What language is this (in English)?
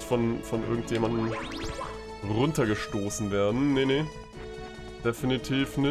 German